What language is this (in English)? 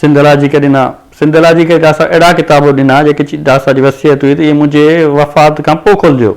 Sindhi